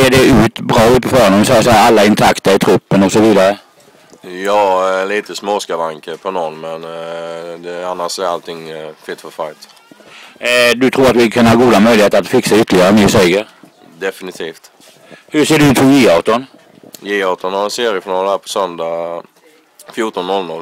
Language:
Swedish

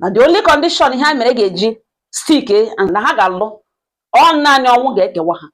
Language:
Igbo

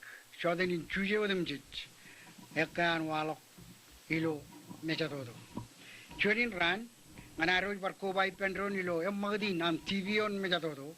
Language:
Marshallese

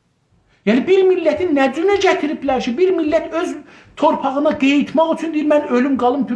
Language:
South Azerbaijani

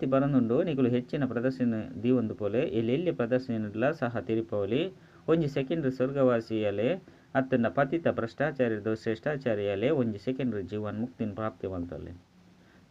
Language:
Tulu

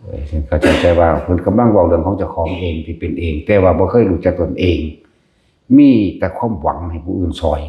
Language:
Lao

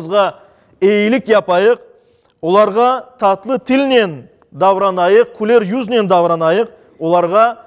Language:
Crimean Tatar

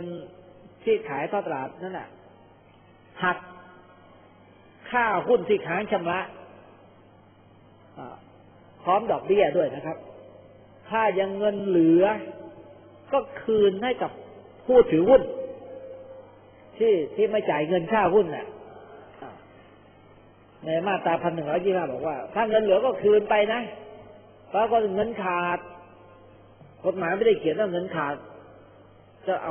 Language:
Thai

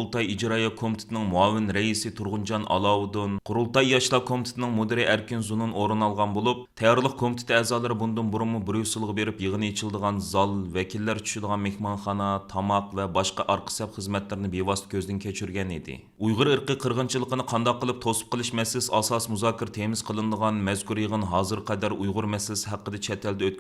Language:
Uyghur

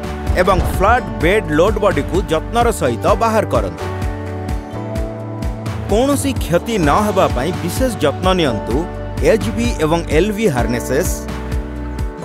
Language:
Odia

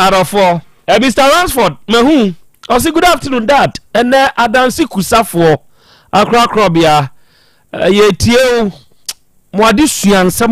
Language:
Akan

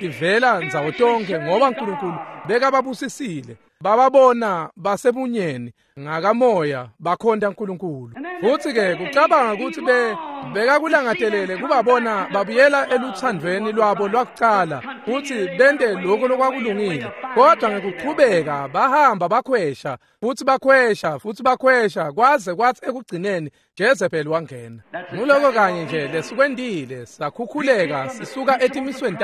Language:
Swati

